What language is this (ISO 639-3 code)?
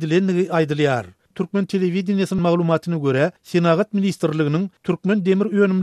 tuk